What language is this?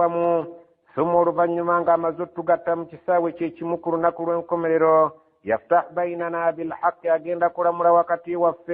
Ganda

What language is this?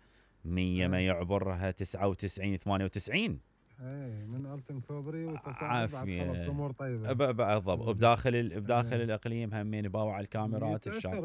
Mesopotamian Arabic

